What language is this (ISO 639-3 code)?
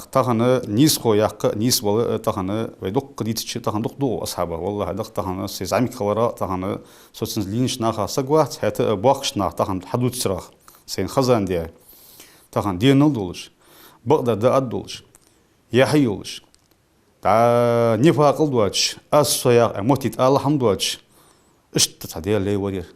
inh